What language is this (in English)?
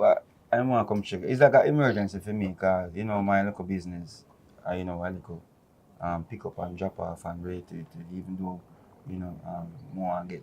Jamaican Creole English